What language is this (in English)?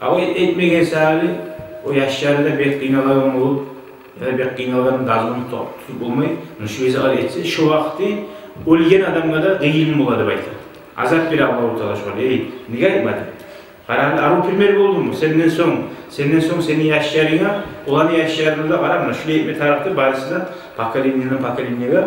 Kumyk